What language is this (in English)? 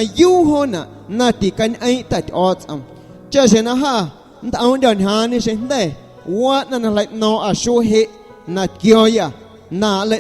Guerrero Amuzgo